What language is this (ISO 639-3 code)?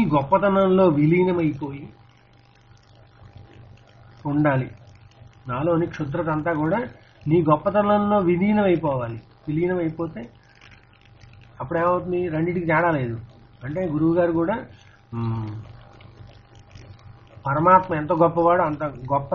tel